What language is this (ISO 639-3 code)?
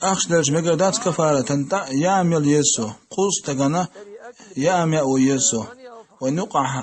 che